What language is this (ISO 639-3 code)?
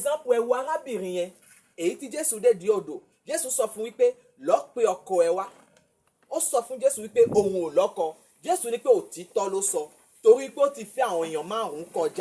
yor